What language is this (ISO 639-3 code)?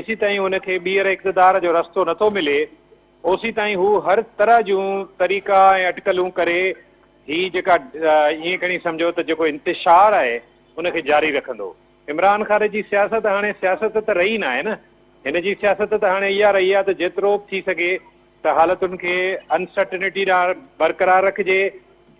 snd